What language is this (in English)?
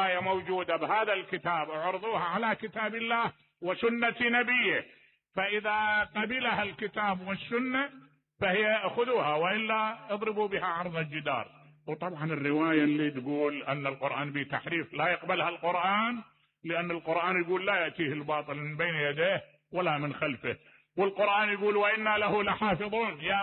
Mesopotamian Arabic